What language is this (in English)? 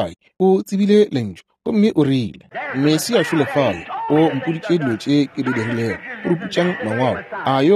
Northern Sotho